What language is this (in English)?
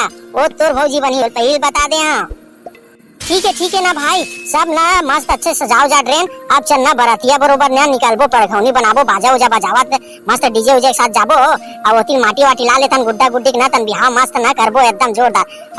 Chhattisgarhi